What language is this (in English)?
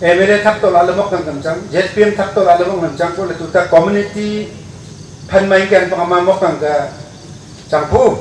Wancho Naga